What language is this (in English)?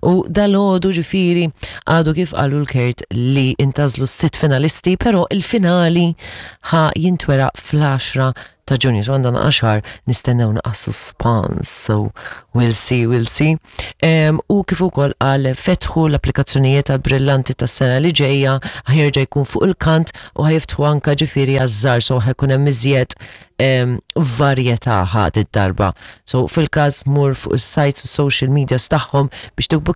Maltese